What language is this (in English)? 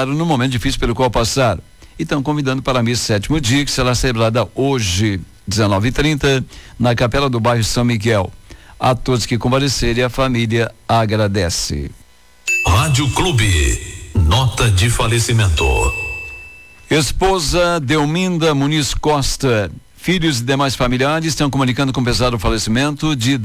Portuguese